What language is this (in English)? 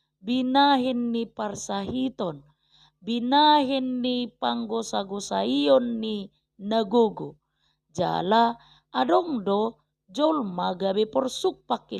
Batak Toba